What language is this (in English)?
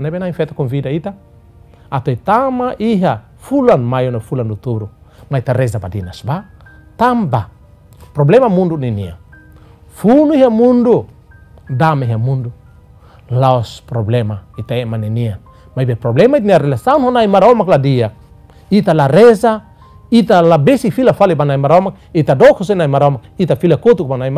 Tetum